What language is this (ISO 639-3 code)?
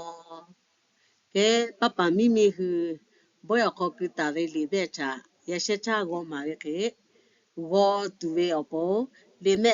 lhu